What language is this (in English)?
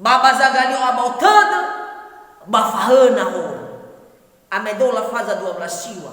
Nias